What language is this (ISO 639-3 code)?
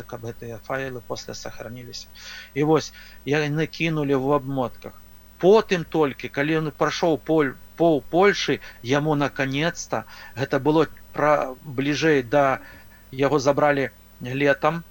bel